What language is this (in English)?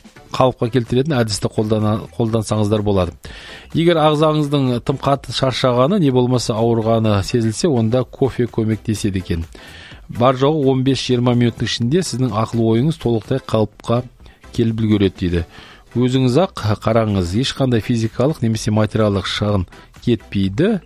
Kazakh